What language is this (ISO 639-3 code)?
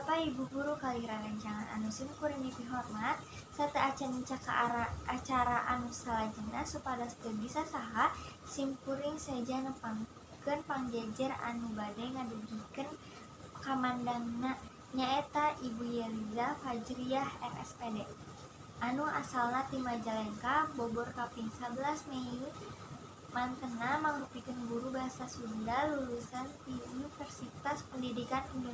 sun